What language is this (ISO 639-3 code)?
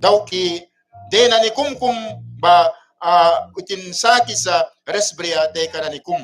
miq